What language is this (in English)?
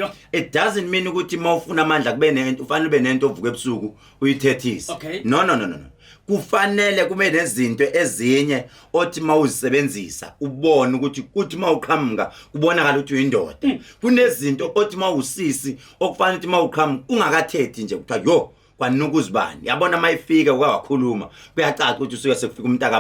Zulu